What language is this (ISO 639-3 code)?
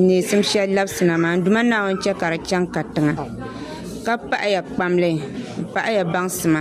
dag